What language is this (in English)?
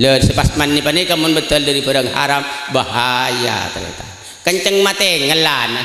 Madurese